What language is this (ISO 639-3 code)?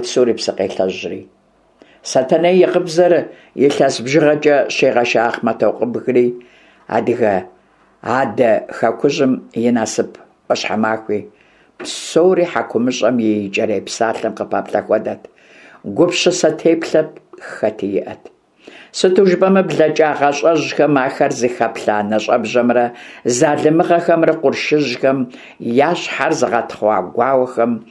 kbd